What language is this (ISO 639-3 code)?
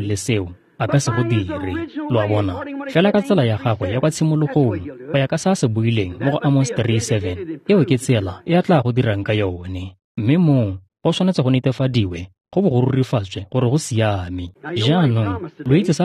tsn